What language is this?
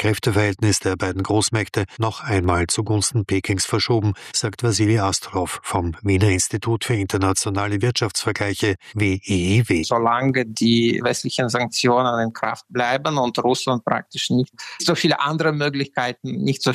German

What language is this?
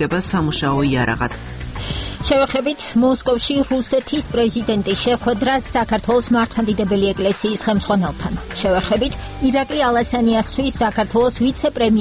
Georgian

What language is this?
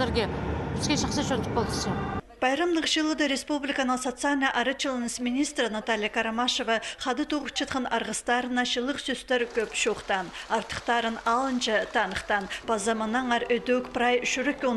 Khakas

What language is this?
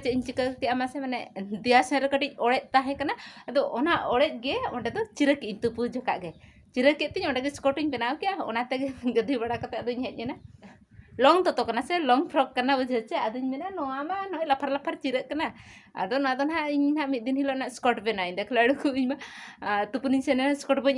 Santali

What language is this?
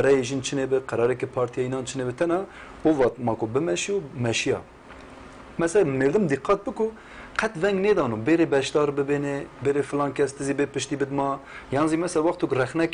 Zaza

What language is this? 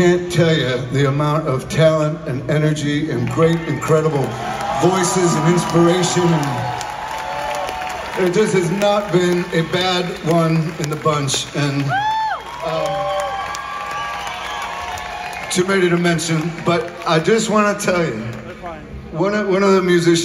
English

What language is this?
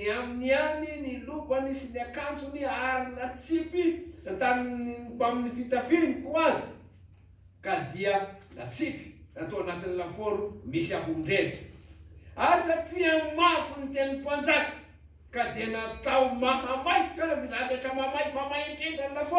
Malagasy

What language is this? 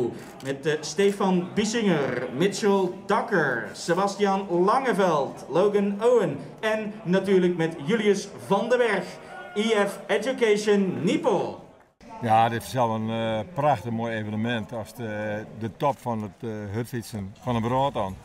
Western Frisian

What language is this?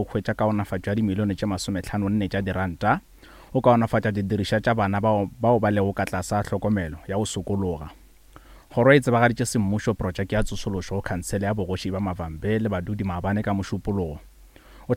Northern Sotho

